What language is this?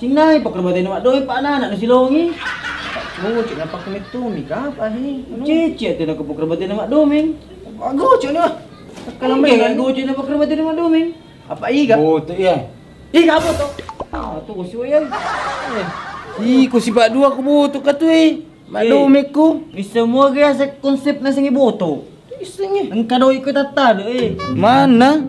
Buginese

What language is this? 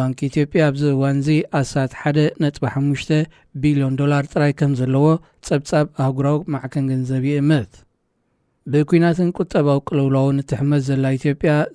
Tigrinya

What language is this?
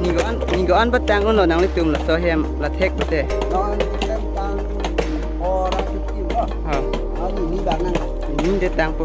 Karbi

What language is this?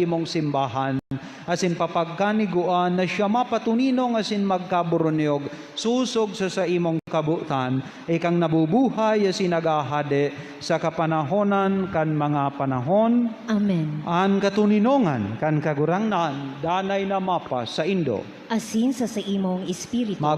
Bikol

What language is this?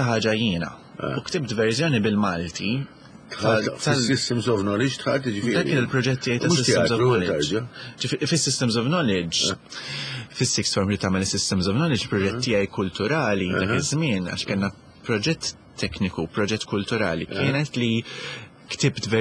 Maltese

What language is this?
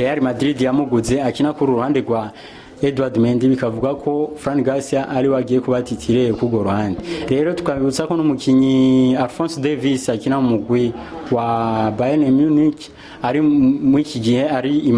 Rundi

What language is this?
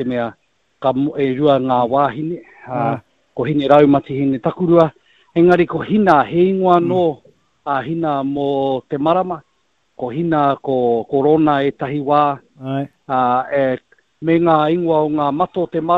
Māori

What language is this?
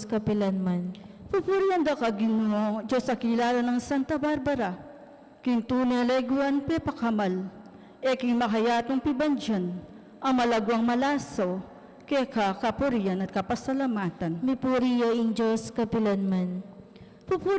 Pampanga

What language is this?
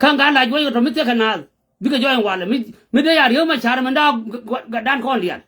Nuer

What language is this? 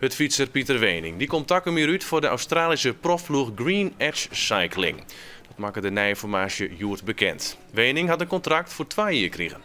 Western Frisian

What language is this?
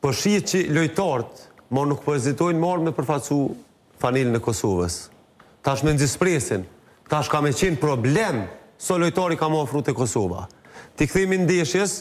Albanian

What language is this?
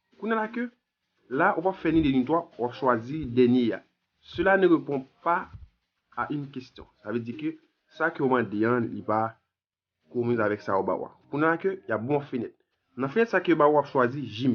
Haitian Creole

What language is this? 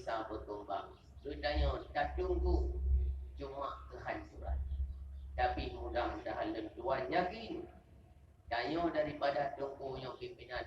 Achinese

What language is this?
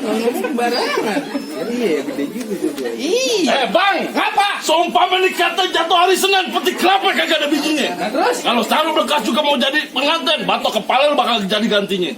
Betawi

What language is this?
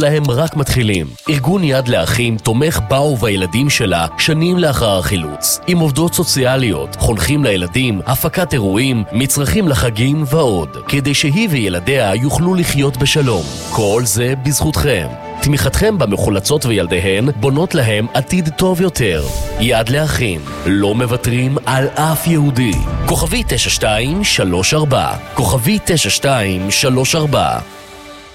Hebrew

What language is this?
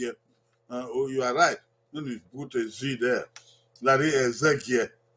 Bini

